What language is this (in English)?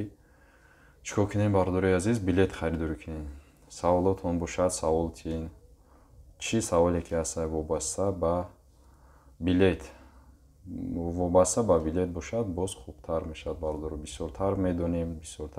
Tajik